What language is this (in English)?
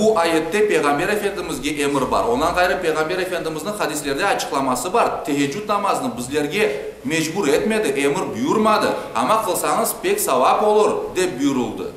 Crimean Tatar